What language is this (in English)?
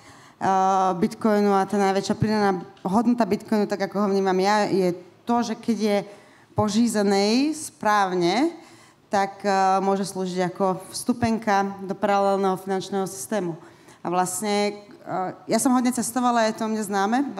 Slovak